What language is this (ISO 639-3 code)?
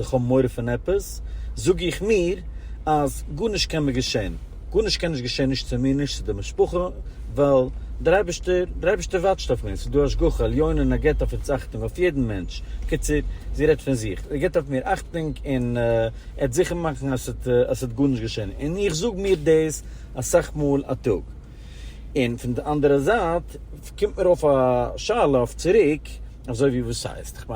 yid